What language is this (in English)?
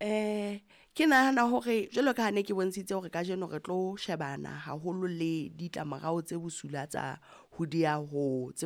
Southern Sotho